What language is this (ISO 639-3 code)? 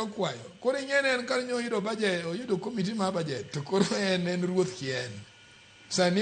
luo